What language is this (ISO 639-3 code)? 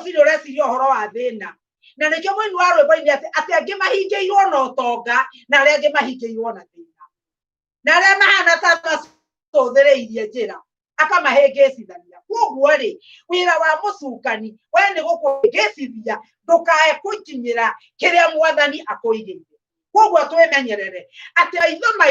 kik